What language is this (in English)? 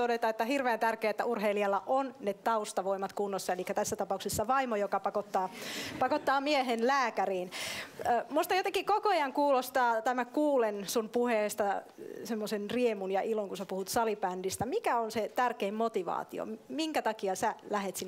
Finnish